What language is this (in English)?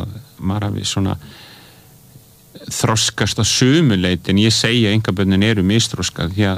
Icelandic